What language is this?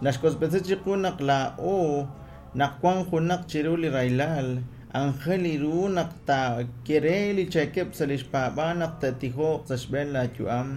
Kekchí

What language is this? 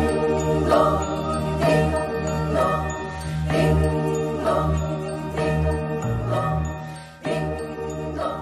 Filipino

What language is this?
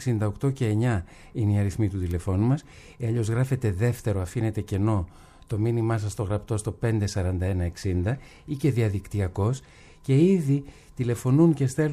Greek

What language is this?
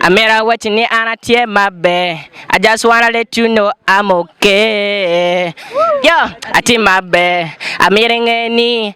Acoli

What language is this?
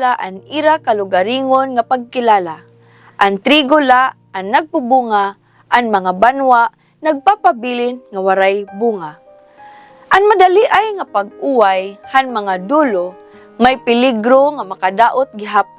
Waray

